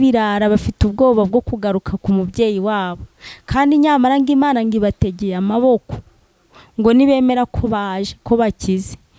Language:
Kinyarwanda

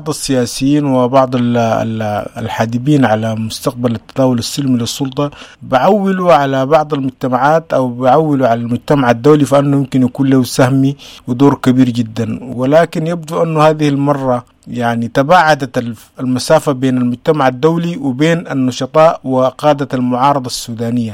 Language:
Sudanese Arabic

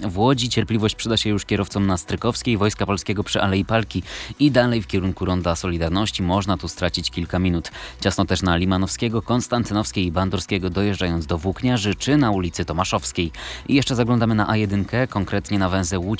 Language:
Polish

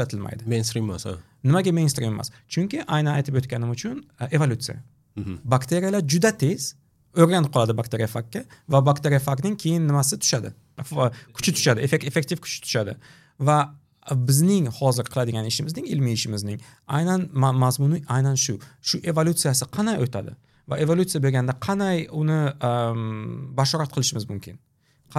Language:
Uzbek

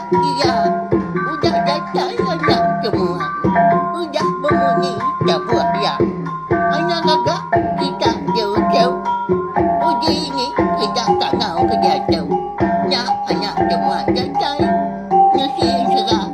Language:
Iban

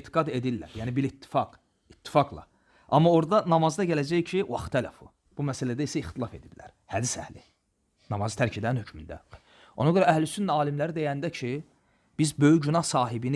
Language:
Azerbaijani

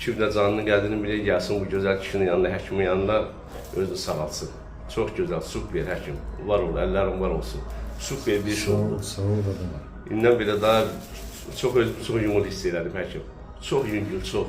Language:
Azerbaijani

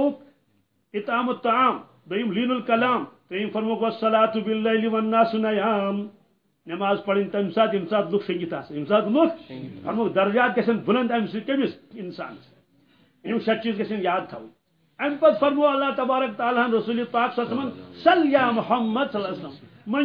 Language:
Kashmiri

